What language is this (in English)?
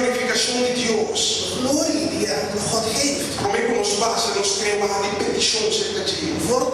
Papiamento